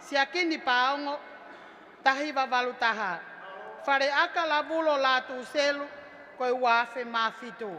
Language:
Tongan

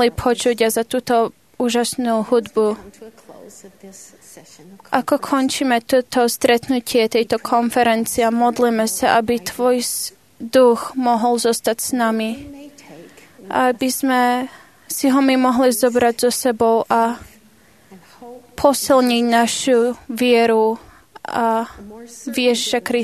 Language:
Slovak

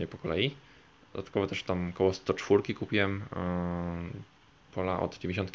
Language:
Polish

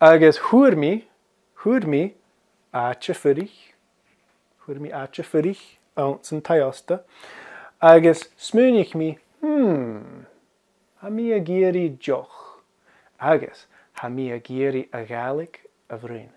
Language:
Scottish Gaelic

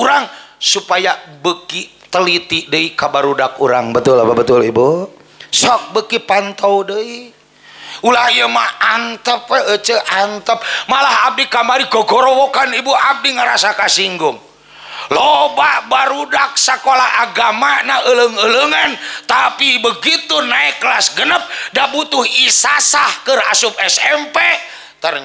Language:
Sundanese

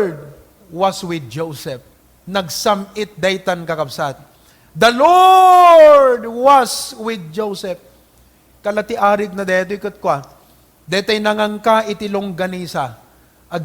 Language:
Iloko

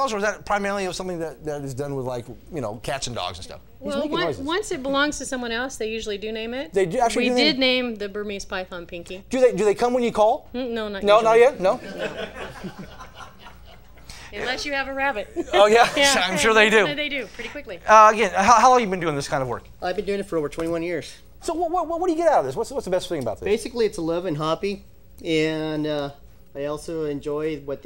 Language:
English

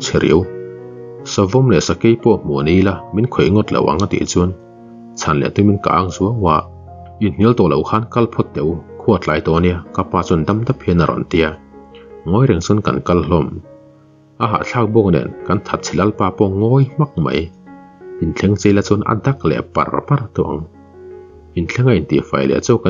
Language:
Mizo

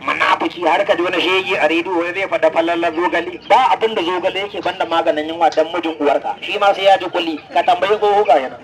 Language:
Hausa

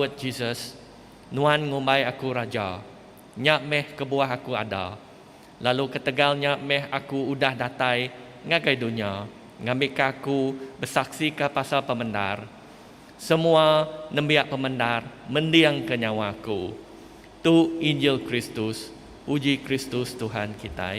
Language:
Iban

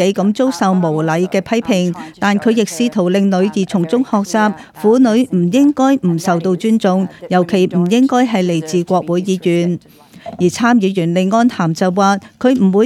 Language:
Cantonese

